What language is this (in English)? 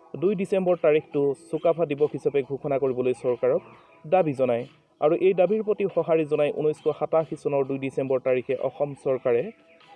Assamese